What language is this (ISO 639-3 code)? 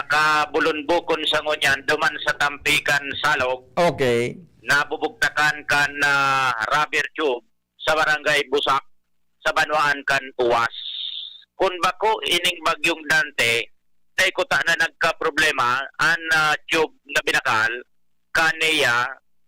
bik